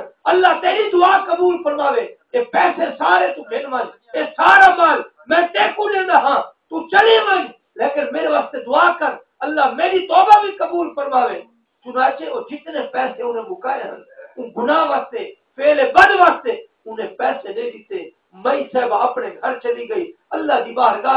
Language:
Saraiki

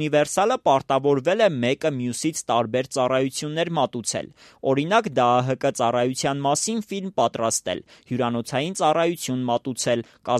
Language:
Armenian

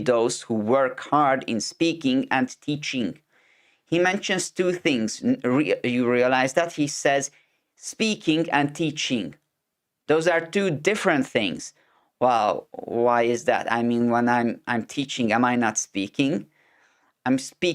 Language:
English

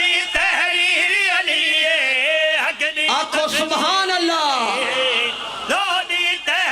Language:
Pahari-Potwari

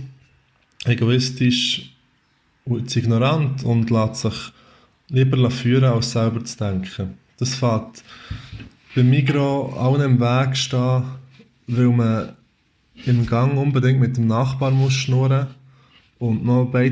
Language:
Swiss German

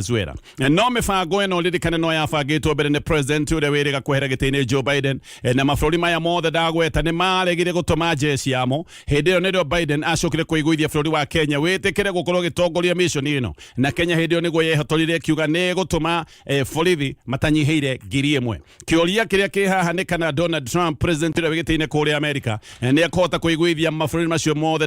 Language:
Kikuyu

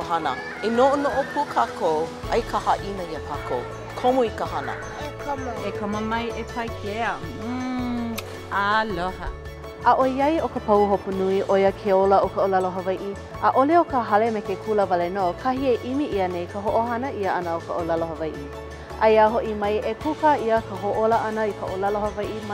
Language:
Hawaiian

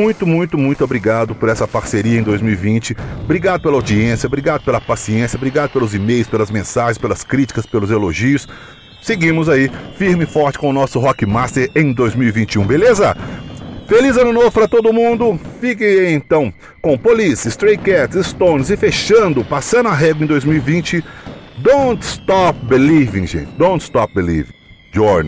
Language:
Portuguese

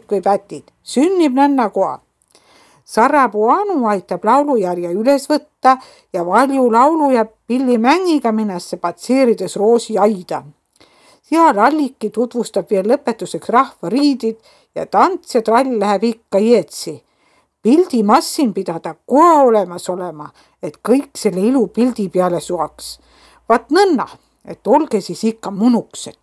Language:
Estonian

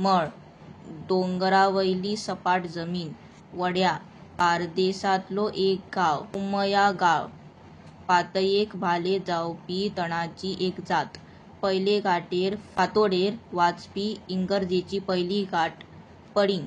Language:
Konkani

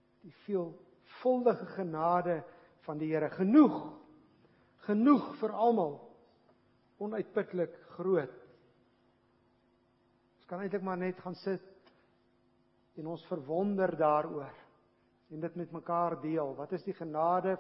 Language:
Afrikaans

